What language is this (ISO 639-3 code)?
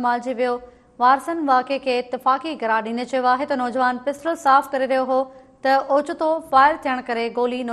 snd